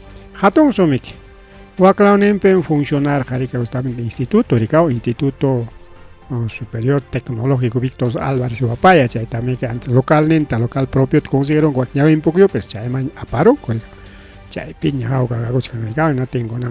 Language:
Ayacucho Quechua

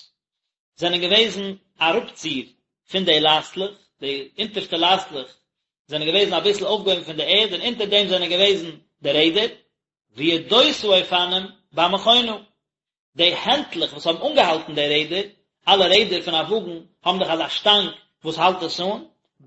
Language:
Yiddish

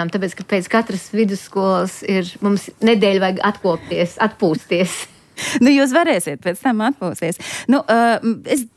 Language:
Latvian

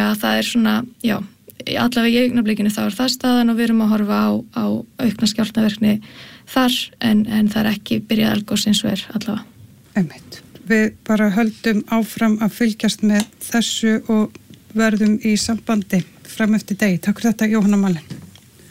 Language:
Icelandic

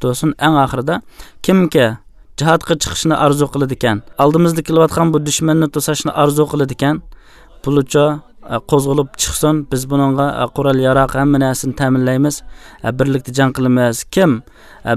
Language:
Uyghur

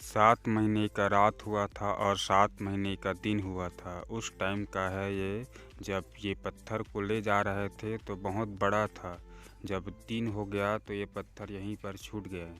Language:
Chhattisgarhi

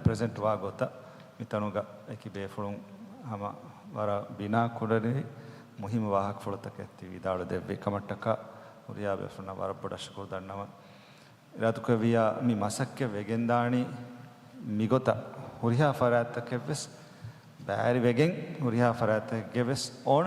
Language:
Divehi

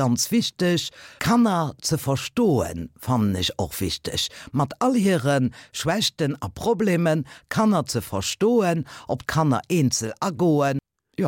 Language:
Luxembourgish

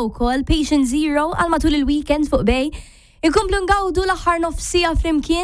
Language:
Maltese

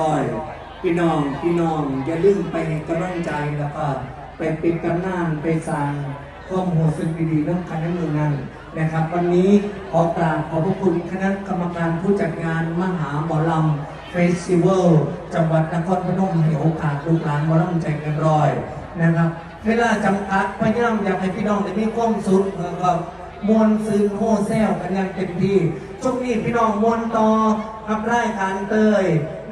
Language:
Northeastern Thai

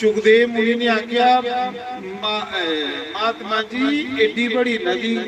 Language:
Dogri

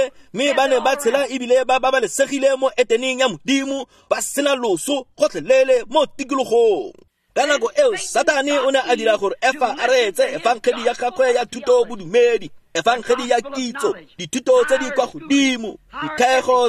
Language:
Tswana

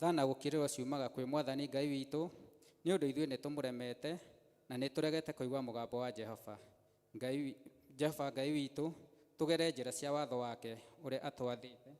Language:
Kikuyu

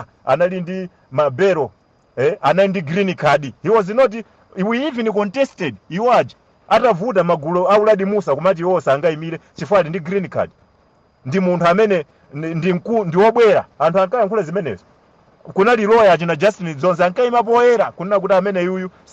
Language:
Nyanja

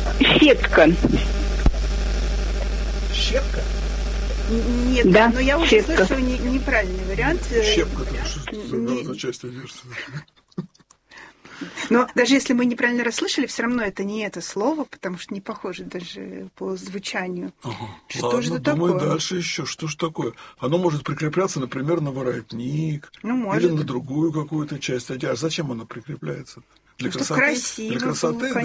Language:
Russian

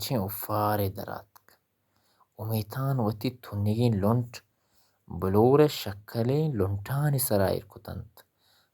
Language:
Baluchi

